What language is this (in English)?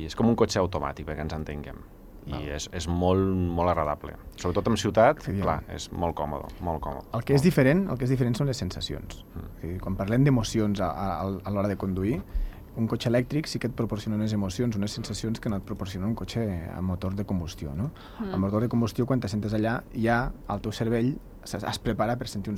Catalan